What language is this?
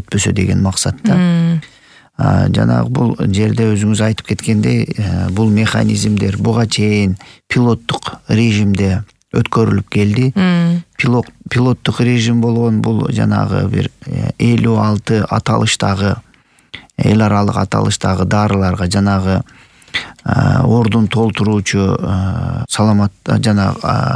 Kyrgyz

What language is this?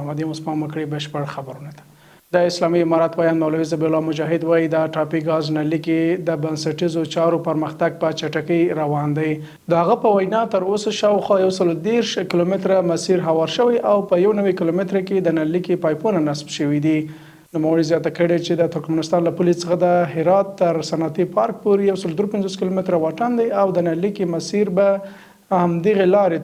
Pashto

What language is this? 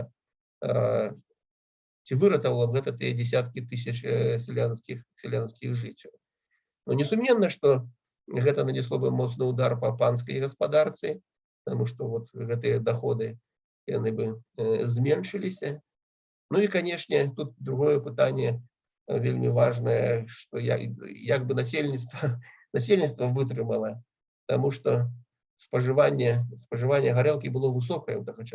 Belarusian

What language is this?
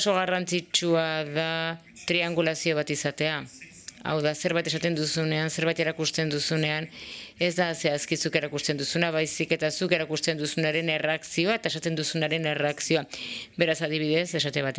Basque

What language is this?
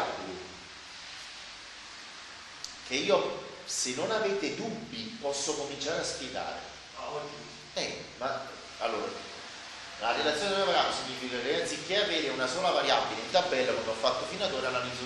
Italian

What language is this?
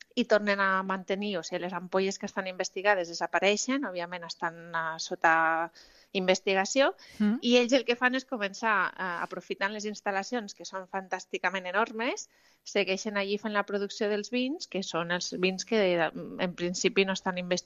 Catalan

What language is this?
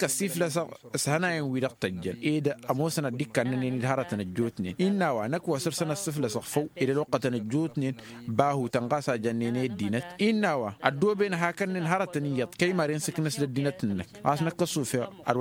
Tamasheq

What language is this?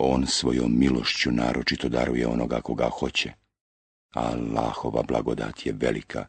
Bosnian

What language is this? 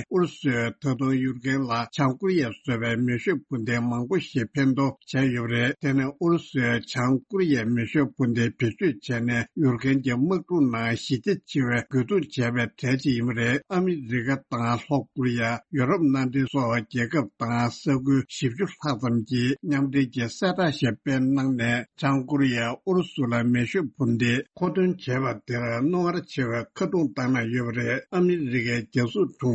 Tibetan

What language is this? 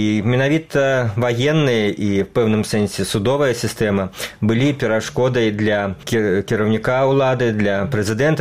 Belarusian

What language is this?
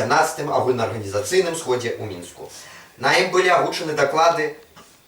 Belarusian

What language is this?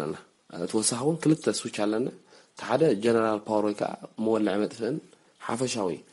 Tigrinya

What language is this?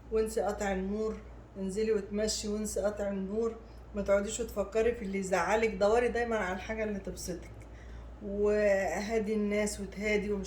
Egyptian Arabic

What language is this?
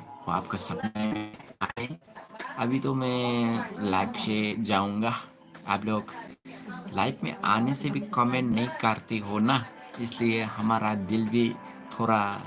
Dimasa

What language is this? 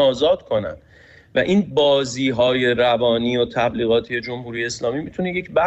Persian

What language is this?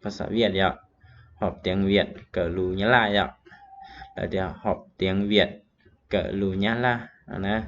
Hmong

